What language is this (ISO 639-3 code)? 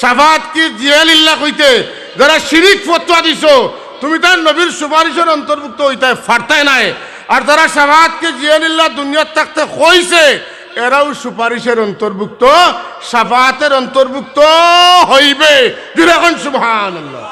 syl